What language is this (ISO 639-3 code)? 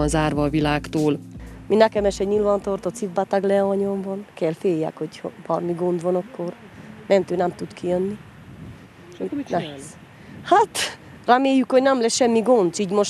hun